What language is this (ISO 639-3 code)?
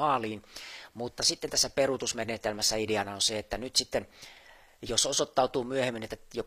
fin